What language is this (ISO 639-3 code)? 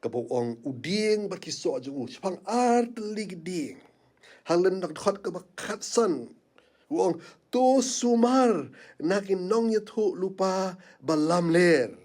kha